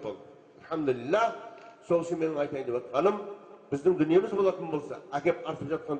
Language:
Kazakh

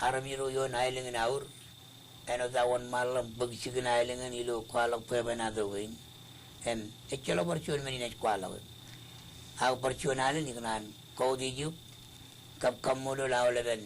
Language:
Marshallese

